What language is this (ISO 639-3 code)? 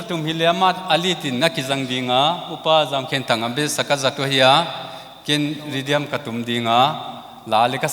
pck